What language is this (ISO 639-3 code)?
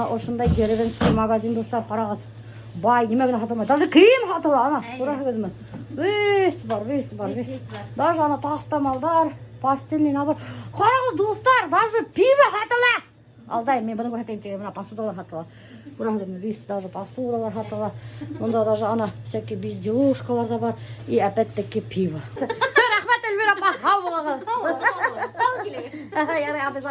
bak